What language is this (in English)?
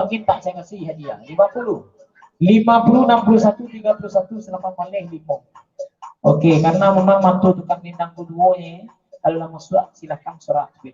Minangkabau